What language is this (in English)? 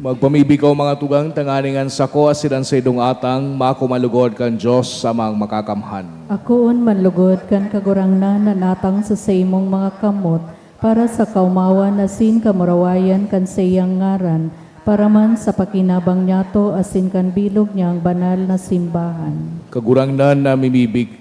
Bikol